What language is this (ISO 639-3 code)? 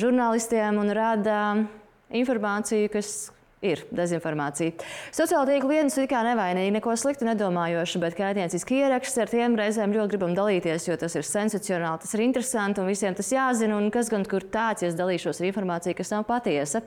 lav